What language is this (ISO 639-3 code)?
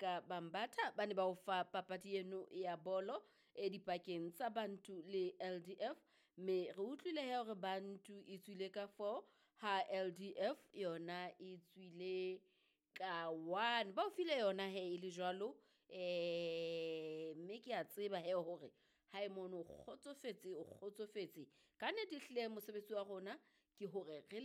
sot